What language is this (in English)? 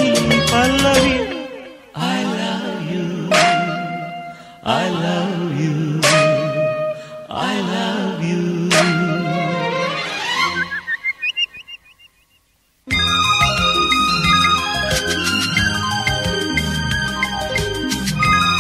Tamil